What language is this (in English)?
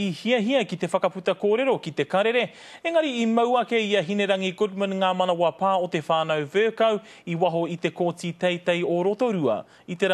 Māori